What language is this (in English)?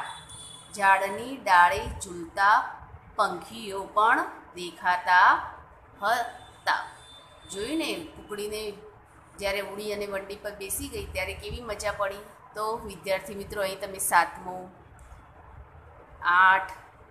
Gujarati